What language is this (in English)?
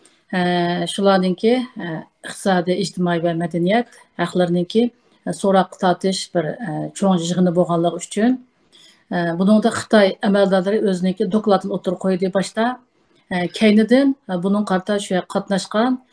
Uyghur